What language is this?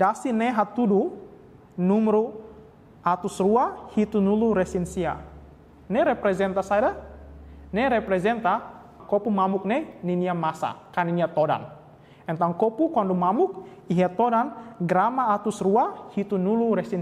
Tetum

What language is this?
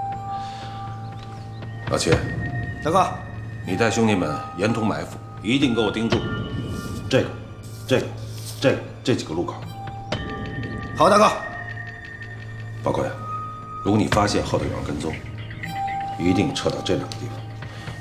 Chinese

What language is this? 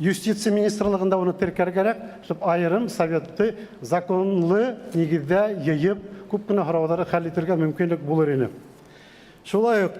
Bashkir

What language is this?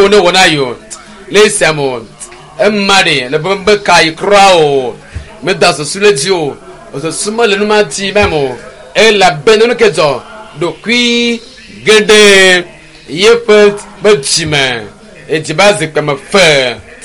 Ewe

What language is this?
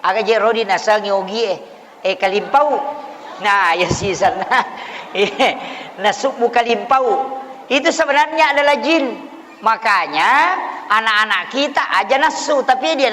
Buginese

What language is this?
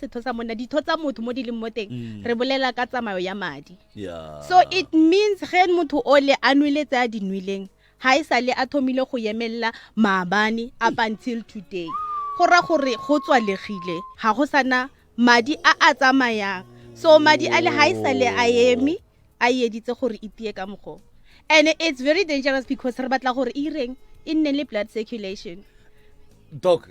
Northern Sotho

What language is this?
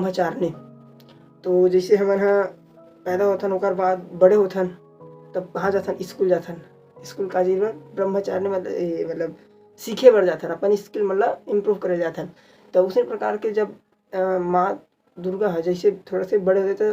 Chhattisgarhi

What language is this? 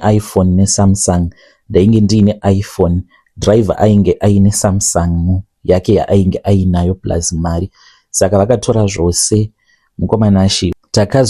Shona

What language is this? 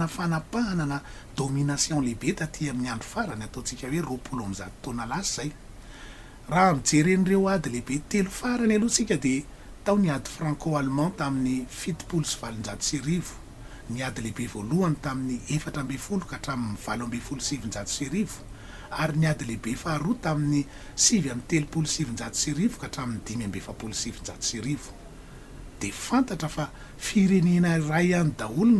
Malagasy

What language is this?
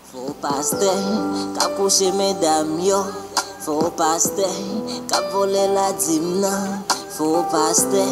Haitian Creole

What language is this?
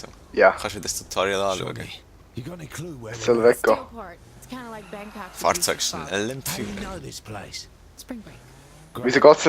Swiss German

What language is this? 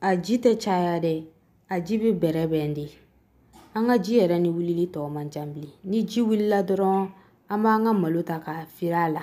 Bambara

